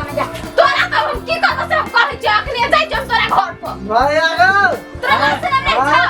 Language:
Maithili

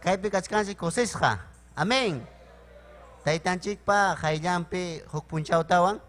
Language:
Ayacucho Quechua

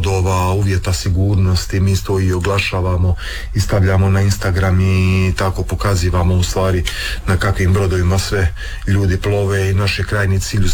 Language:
Croatian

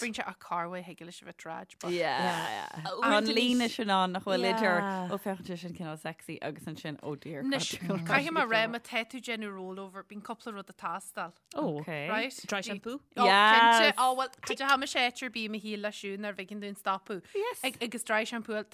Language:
Irish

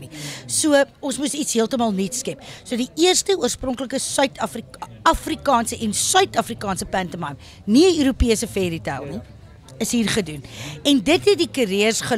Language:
Afrikaans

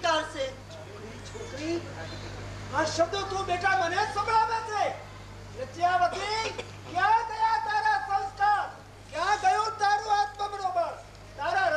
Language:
Gujarati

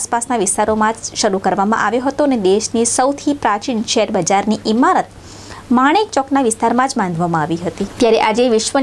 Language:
Gujarati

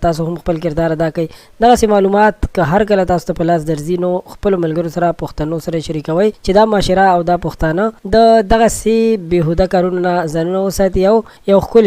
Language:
Pashto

